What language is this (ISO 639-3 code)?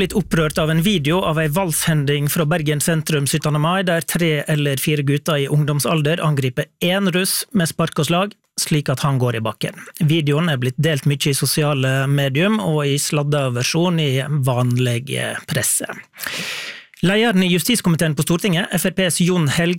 nor